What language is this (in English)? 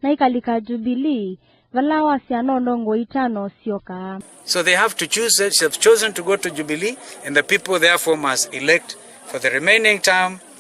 Kamba